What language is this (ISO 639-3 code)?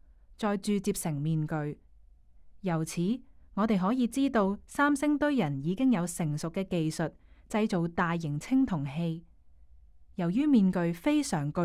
yue